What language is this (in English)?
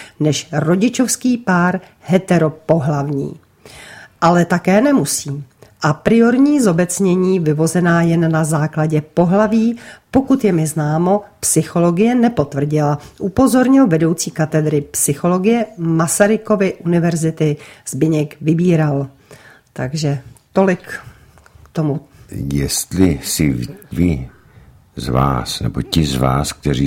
Czech